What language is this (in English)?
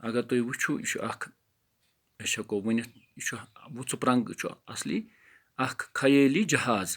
Kashmiri